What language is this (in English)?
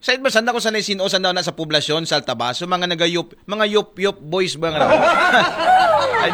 Aklanon